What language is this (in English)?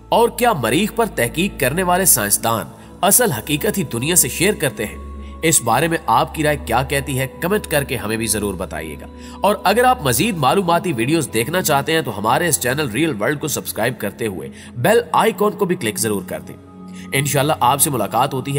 Urdu